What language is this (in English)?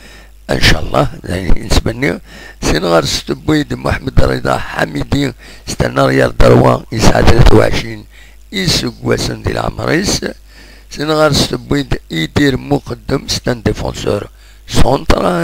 Kabyle